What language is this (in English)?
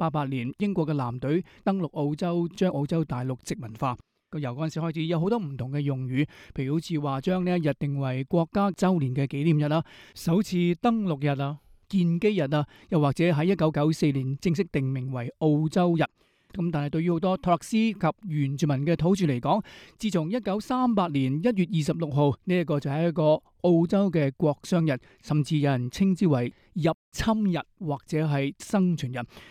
Cantonese